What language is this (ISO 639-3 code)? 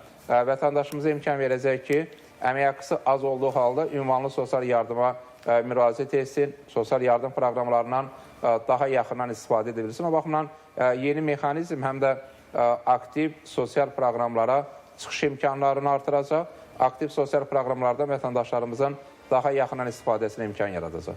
aze